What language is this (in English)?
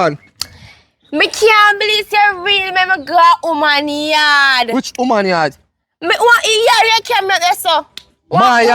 Jamaican Creole English